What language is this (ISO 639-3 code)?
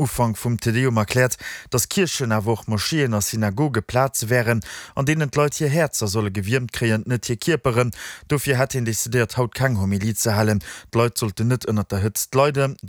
ltz